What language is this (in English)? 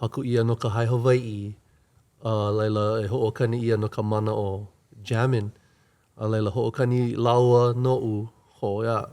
Hawaiian